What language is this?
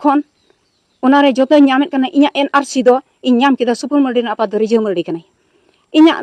Santali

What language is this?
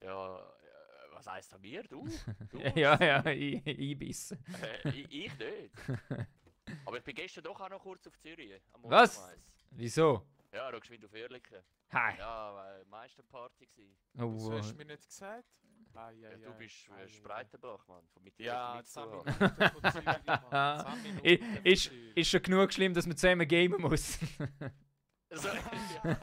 Swiss German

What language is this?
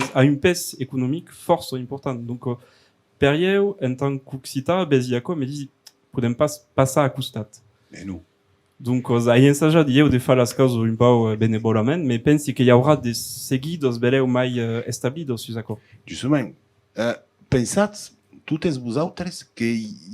Occitan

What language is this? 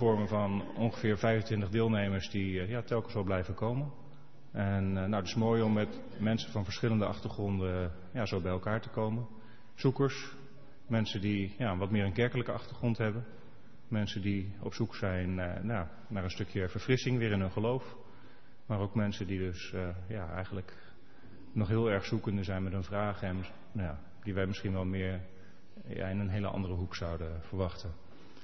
Dutch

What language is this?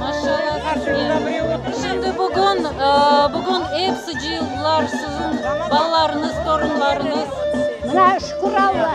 Crimean Tatar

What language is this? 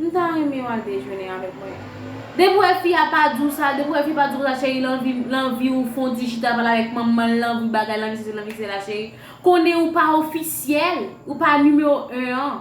Haitian Creole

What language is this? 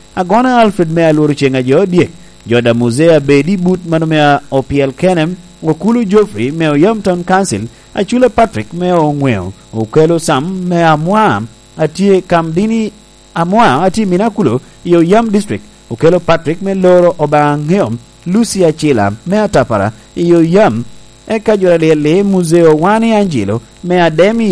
Lango (Uganda)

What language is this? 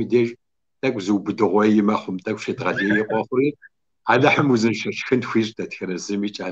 Kabardian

